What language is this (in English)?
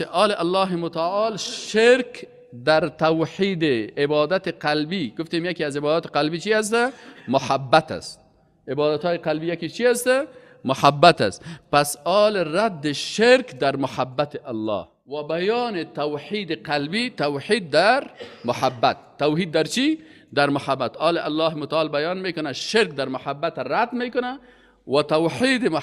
Persian